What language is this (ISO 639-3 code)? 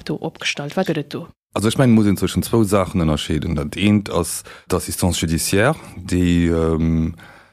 ltz